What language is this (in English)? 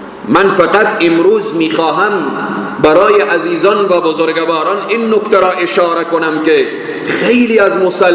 Persian